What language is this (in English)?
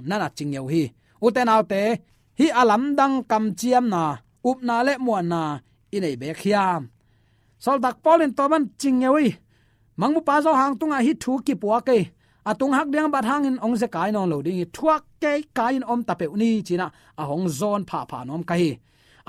Tedim Chin